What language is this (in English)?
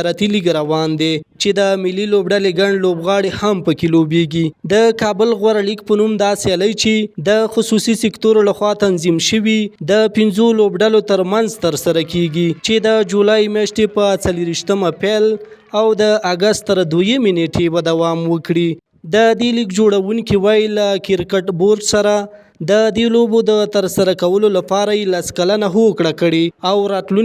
Pashto